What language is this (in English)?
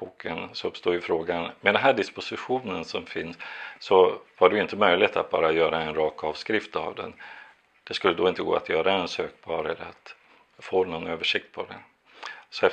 Swedish